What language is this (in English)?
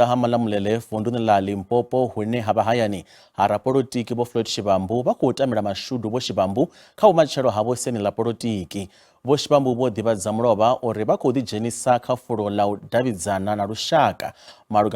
Venda